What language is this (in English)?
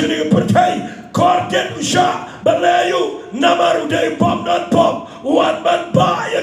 Khasi